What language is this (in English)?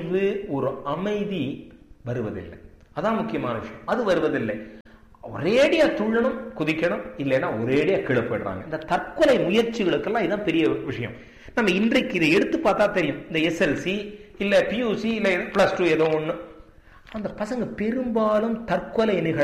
Tamil